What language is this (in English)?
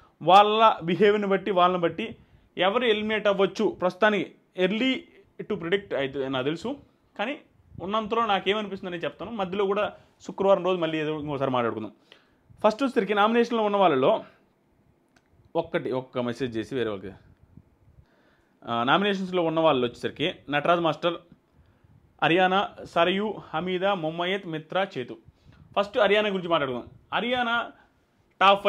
Telugu